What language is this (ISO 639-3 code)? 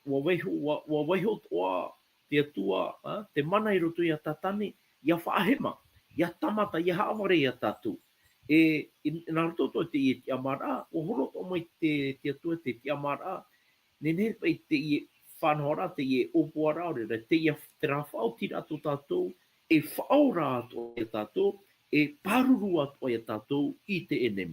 tah